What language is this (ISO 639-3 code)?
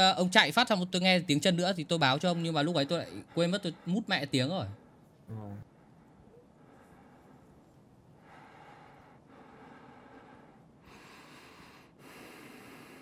vie